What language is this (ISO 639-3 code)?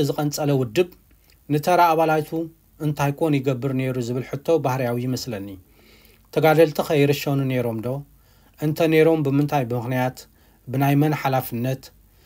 tir